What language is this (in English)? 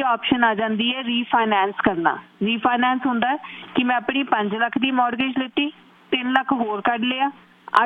Punjabi